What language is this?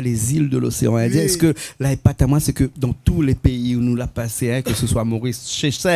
Réunion Creole French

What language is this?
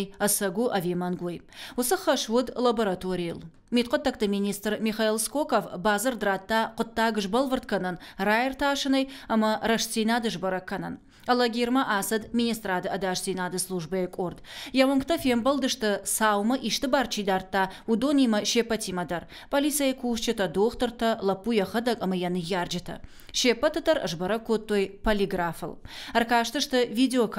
Ossetic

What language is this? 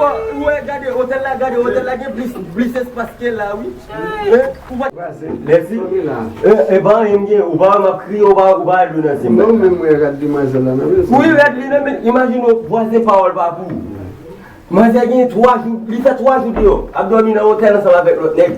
Haitian Creole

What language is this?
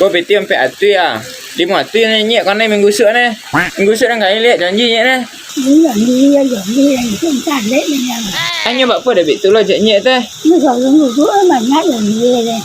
Minangkabau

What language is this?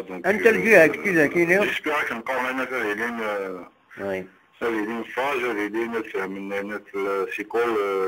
Kabyle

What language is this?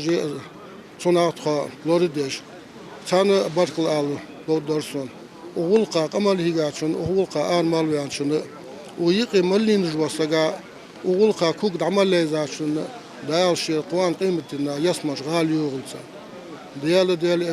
Ingush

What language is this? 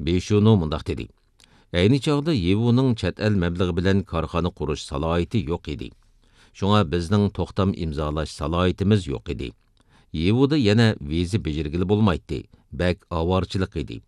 Uyghur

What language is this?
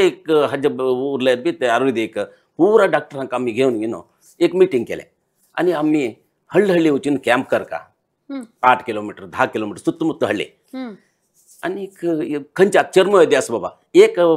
Konkani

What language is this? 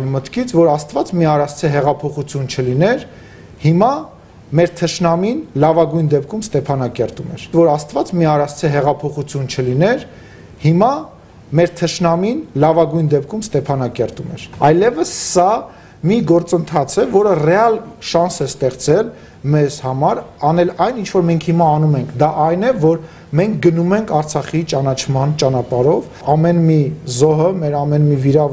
Armenian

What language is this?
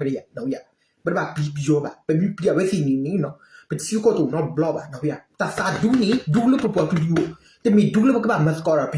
S'gaw Karen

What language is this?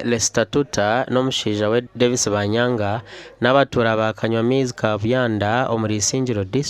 Nyankole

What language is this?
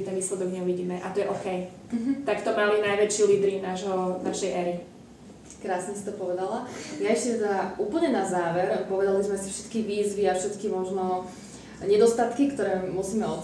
Slovak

